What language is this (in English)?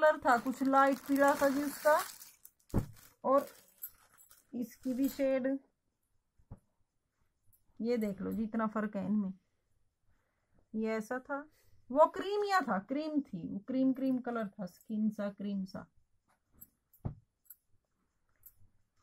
Hindi